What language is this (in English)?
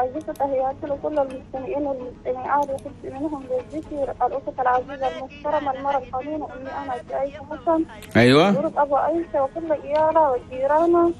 Chadian Arabic